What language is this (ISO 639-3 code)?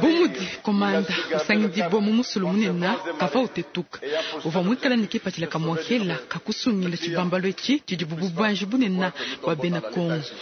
lua